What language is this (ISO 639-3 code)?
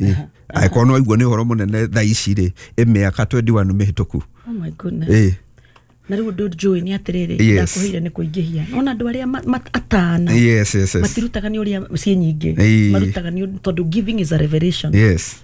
kik